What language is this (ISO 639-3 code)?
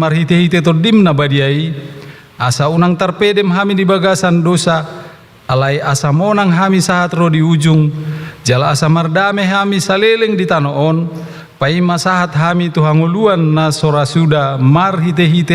bbc